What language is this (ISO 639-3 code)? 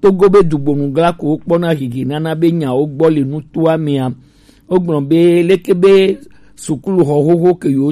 gej